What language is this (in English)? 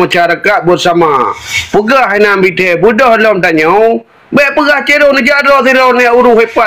Achinese